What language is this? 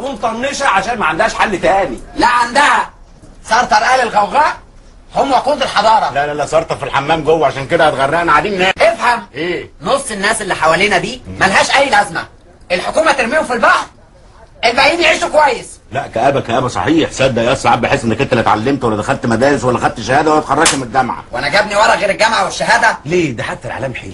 Egyptian Arabic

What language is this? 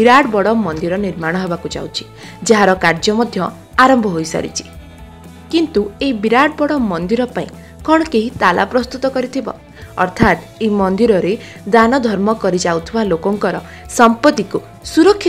Odia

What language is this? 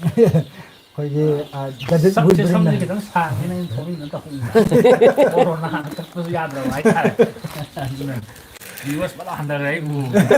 Manipuri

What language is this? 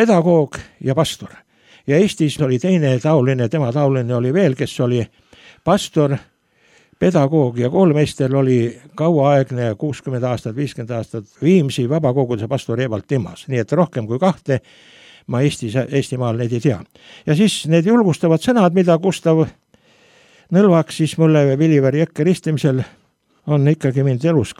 Estonian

